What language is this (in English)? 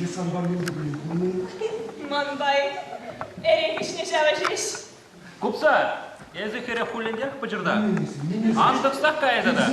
Chuvash